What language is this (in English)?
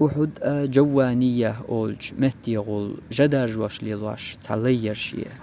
Chechen